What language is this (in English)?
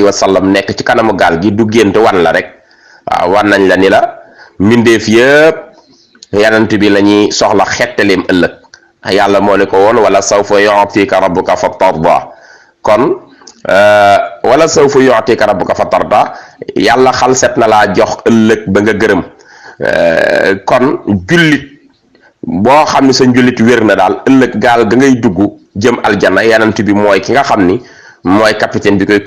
Wolof